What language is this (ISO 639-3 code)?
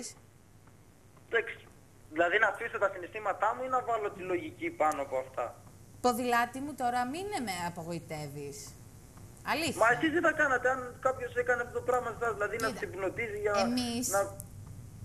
ell